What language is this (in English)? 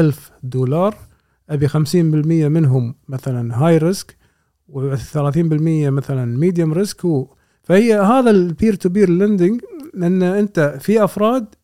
Gulf Arabic